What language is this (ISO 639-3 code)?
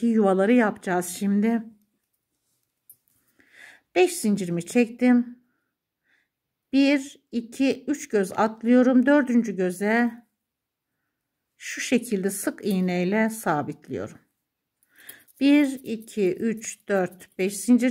tur